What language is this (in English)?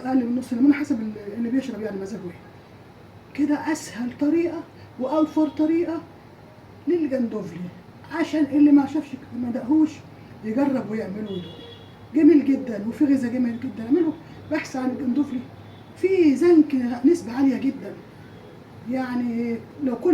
Egyptian Arabic